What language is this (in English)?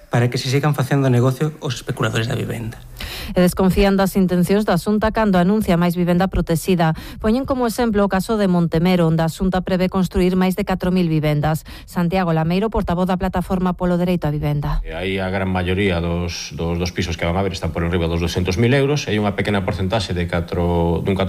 Galician